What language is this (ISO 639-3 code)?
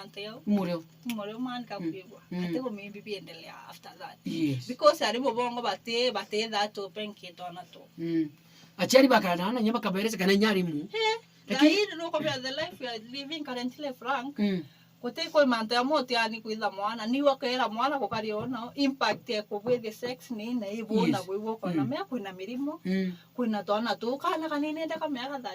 mer